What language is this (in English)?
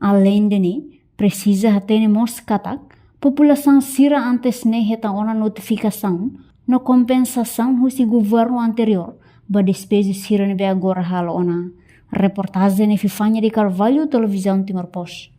Tetum